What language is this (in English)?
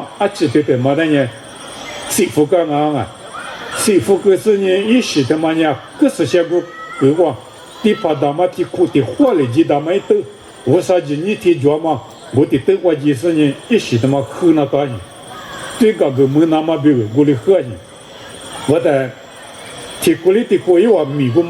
Lisu